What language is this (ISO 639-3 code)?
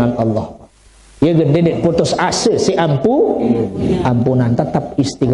sas